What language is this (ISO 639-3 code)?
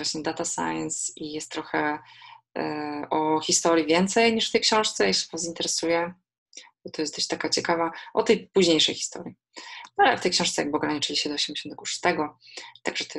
pol